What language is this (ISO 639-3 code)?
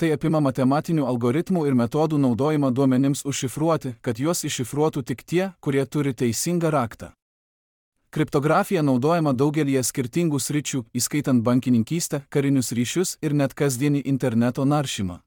lit